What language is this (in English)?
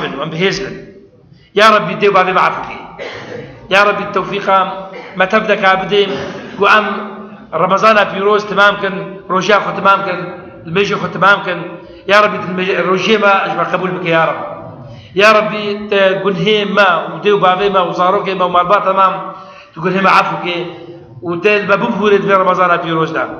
Kurdish